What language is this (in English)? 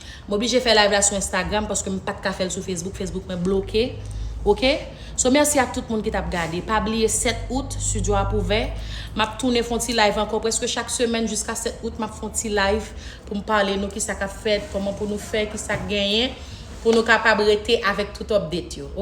Haitian Creole